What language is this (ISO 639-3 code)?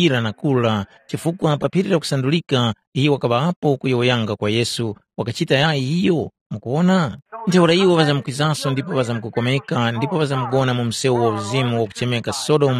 tum